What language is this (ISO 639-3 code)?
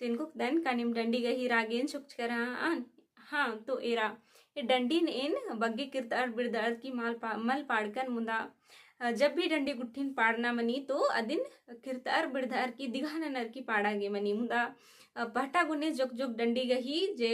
kru